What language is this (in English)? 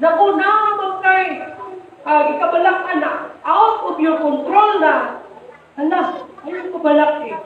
Cebuano